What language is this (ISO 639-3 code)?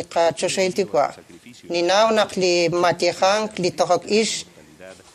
kek